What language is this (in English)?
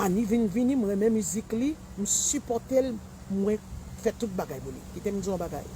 Haitian Creole